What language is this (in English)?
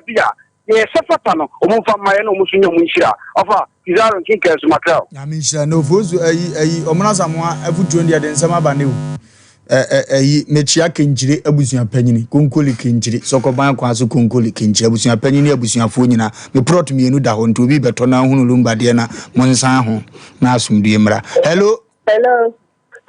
Akan